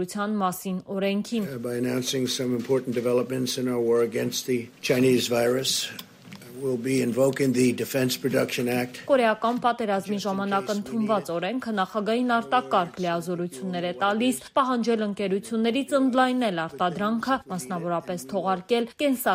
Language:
Armenian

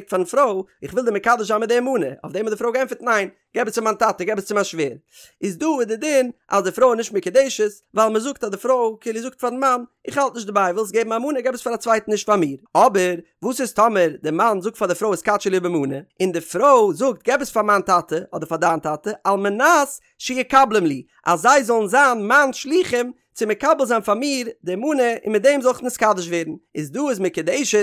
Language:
Yiddish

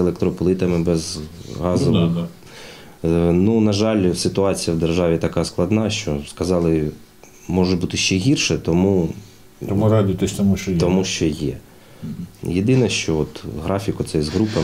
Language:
Ukrainian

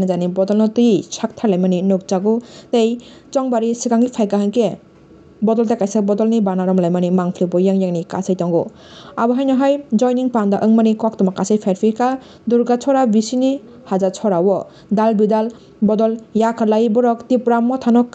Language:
Kok Borok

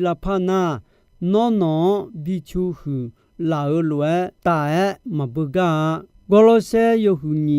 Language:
Akha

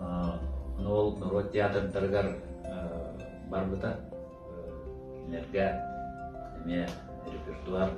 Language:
Yakut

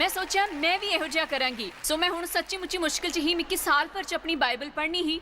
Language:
Dogri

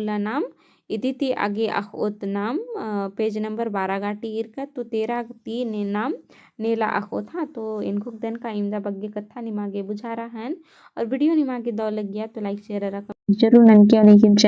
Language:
Kurukh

